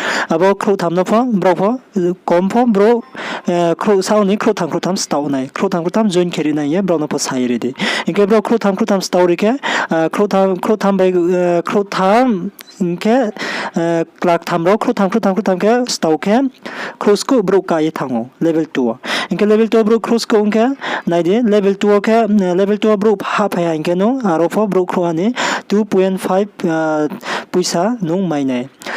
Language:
Riang (India)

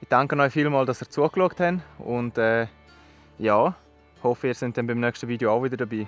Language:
Swiss German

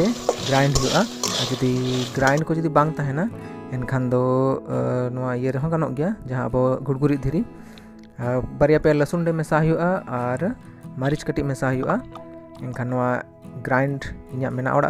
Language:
Santali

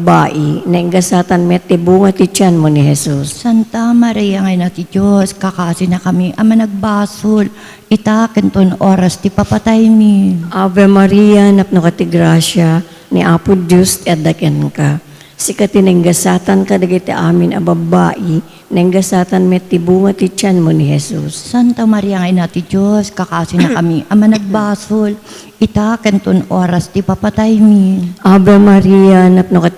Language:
Iloko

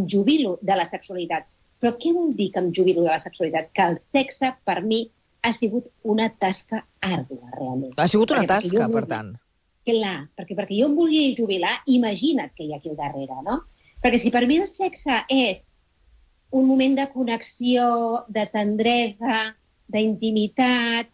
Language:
Catalan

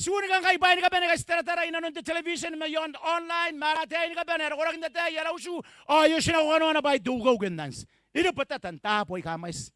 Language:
Gilbertese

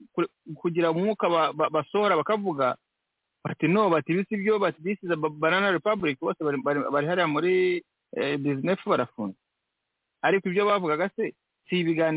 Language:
Kinyarwanda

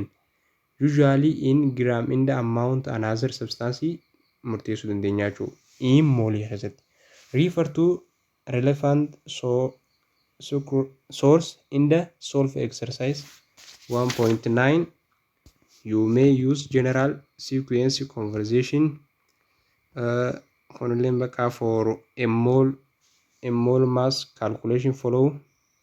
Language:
Oromo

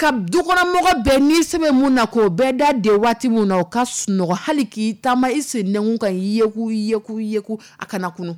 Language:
Dyula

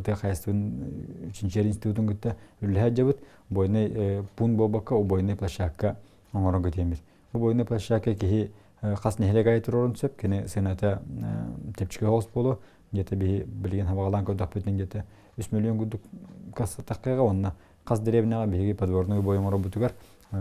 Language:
Yakut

